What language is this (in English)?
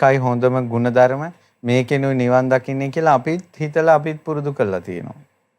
Sinhala